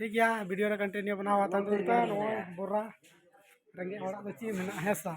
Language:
Santali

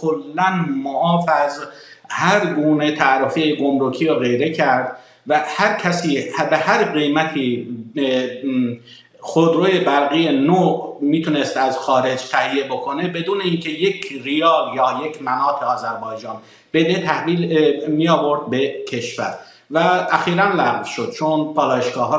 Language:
Persian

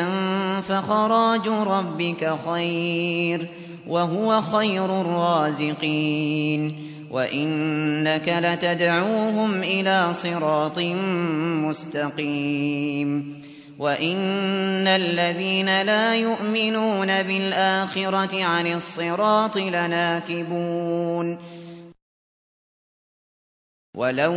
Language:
Arabic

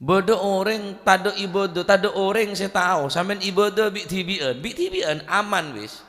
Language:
Madurese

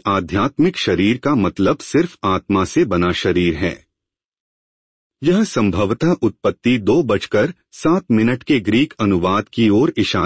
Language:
Hindi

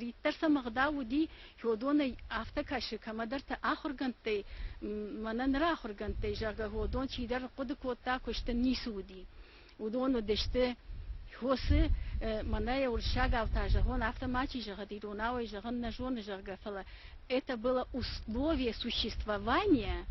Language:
Ossetic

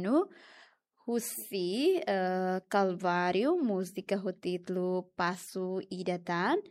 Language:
Tetum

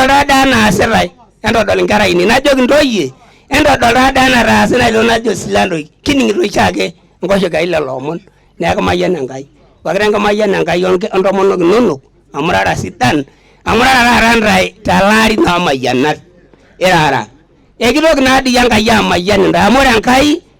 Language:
Masai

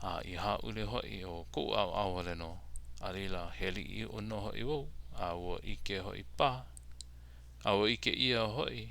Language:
Hawaiian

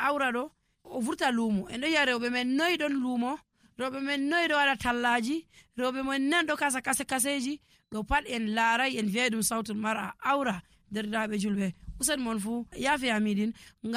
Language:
Nigerian Fulfulde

